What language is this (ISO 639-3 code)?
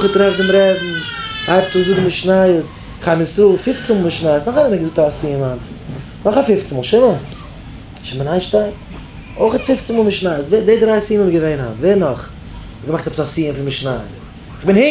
yid